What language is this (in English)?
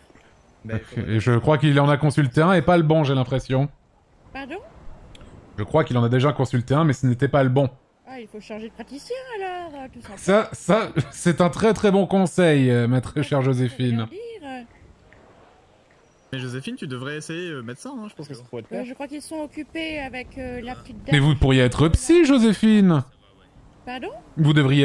French